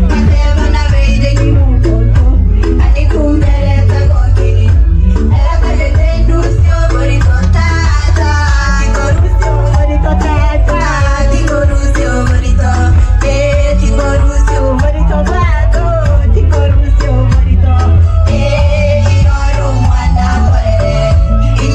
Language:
Gusii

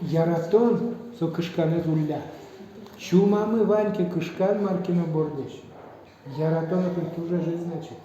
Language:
Udmurt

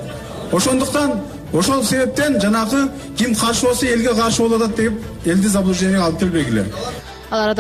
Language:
Kyrgyz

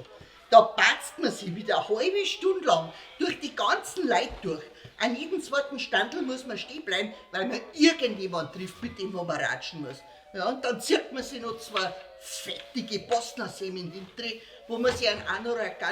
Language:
Bavarian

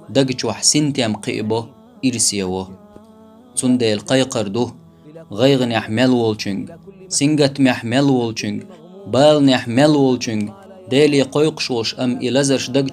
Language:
Chechen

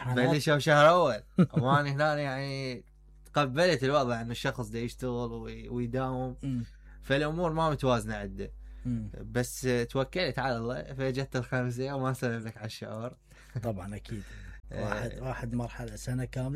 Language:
Mesopotamian Arabic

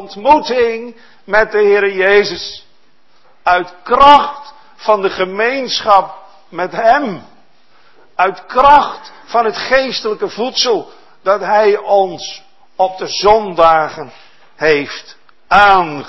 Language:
Dutch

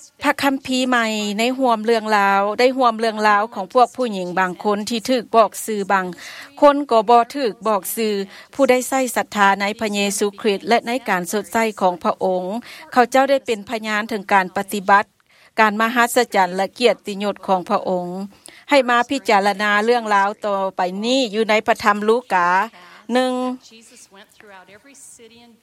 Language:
Thai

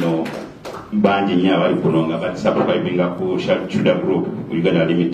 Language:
Soga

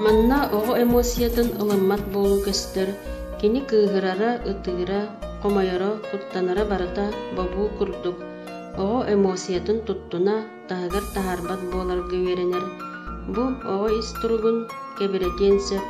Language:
Yakut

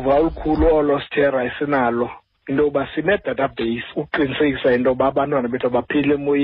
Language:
Xhosa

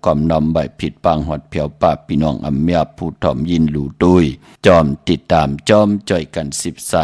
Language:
Shan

